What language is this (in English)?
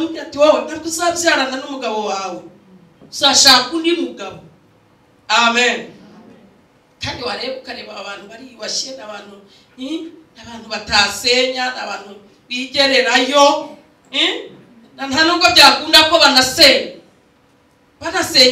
Kinyarwanda